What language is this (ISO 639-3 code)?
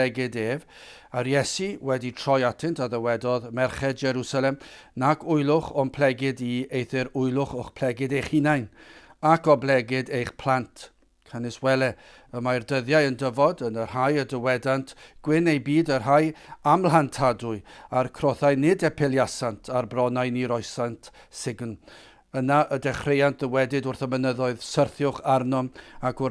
cym